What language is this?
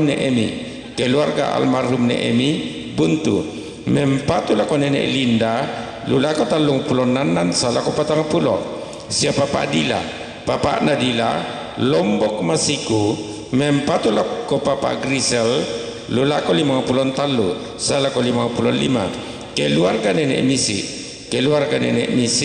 Toraja-Sa'dan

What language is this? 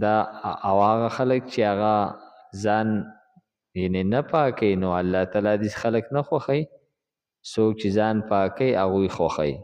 Pashto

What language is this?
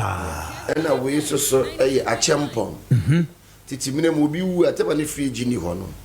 Akan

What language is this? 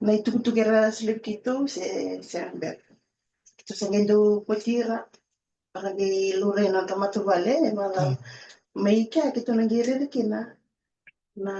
Fijian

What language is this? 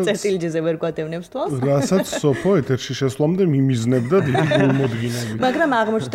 Georgian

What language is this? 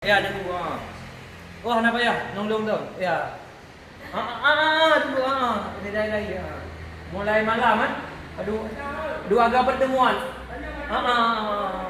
Achinese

